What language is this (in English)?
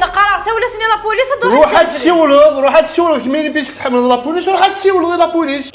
Kabyle